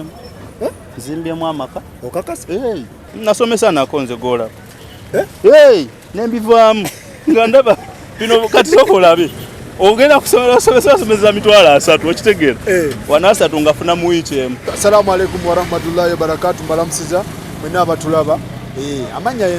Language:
Ganda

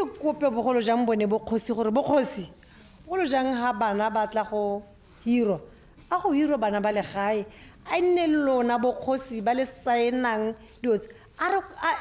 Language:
Tswana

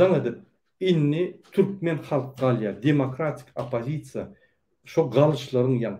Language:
Turkmen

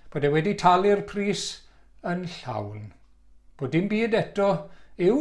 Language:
Welsh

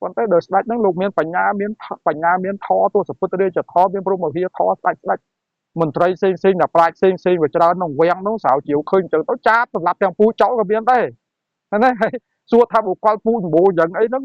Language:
Khmer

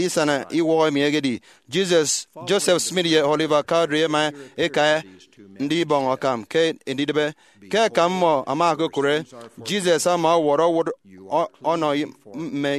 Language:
Efik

